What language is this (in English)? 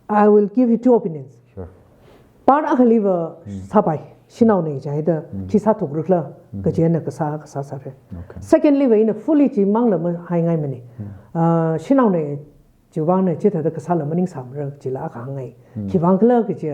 Tangkhul Naga (India)